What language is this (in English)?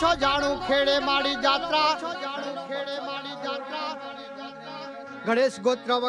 Gujarati